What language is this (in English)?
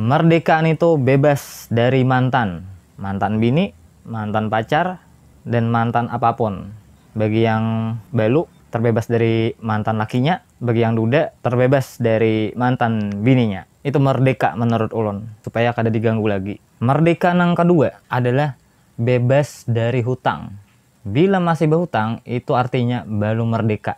Banjar